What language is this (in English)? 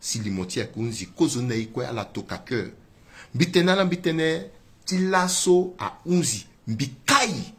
Sango